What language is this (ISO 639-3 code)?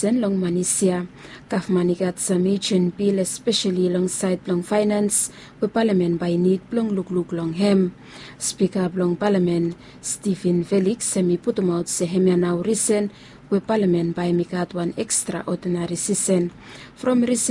bis